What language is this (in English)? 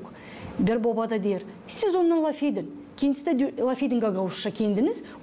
Gagauz